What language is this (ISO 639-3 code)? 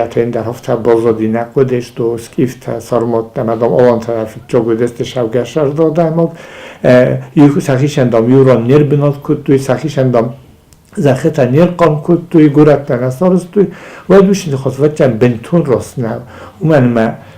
oss